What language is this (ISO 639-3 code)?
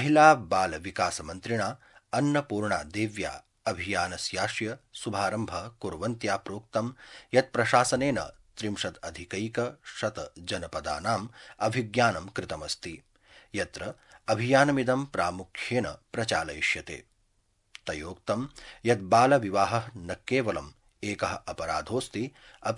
san